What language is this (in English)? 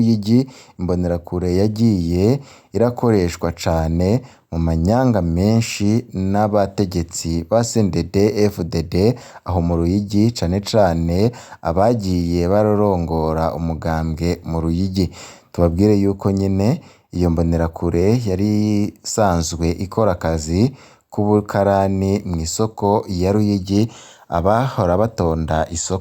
Rundi